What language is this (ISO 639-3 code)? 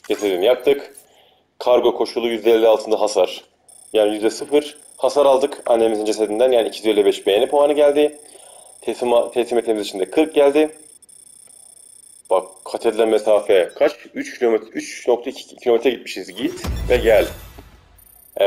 tur